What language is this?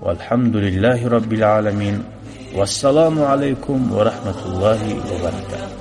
Kumyk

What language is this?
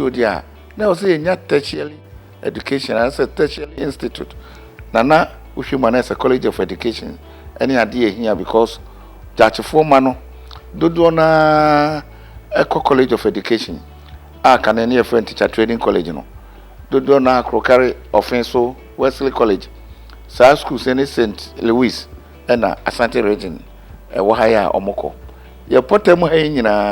Akan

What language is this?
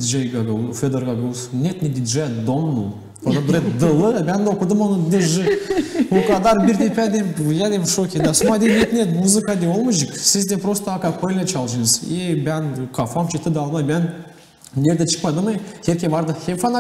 Gagauz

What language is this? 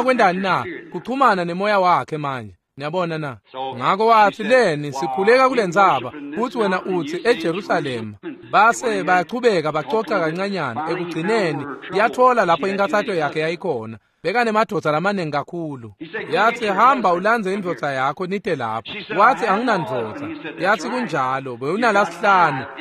Swati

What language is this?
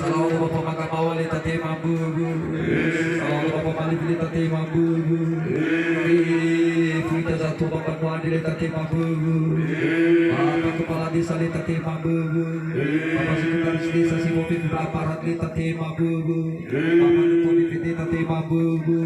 Nias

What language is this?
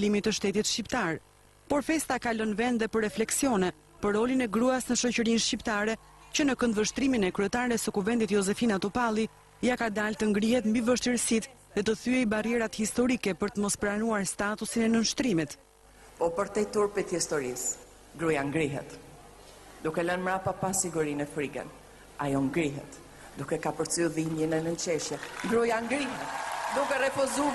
Albanian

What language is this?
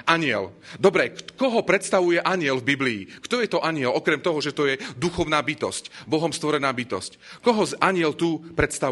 Slovak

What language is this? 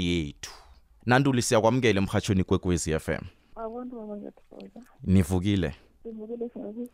South Ndebele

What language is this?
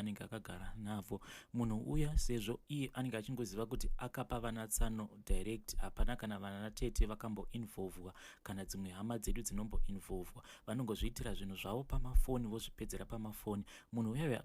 Shona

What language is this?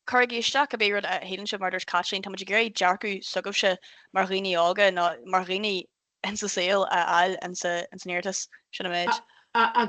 Irish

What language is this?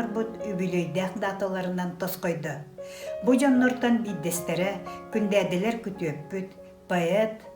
Yakut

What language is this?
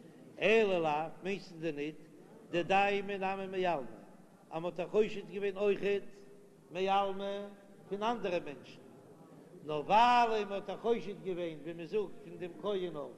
Yiddish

